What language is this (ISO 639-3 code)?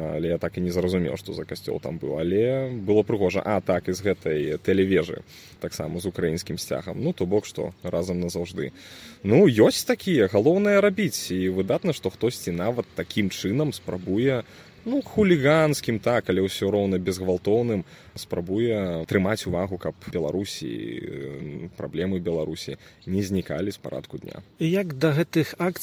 bel